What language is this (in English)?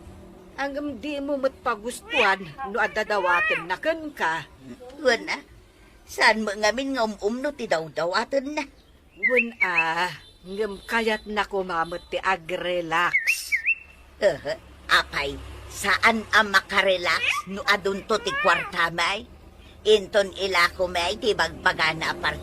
Iloko